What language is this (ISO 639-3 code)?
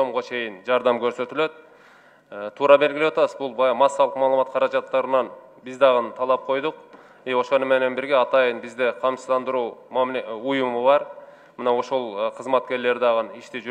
kir